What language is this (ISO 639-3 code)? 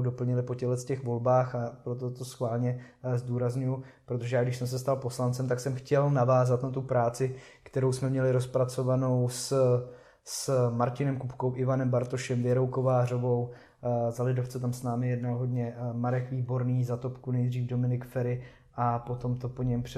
ces